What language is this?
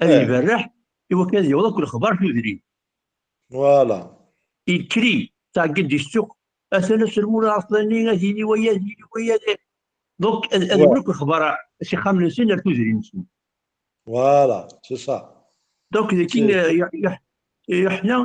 Kabyle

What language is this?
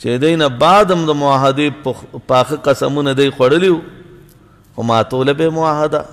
Pashto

